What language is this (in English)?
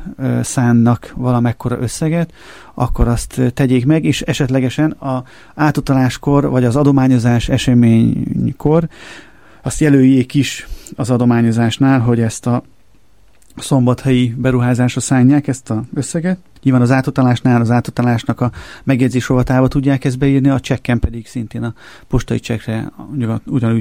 Hungarian